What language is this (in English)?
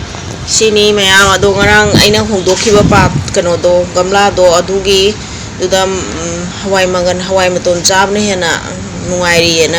Manipuri